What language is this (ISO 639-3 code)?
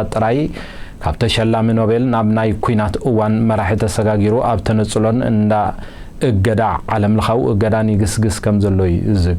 tir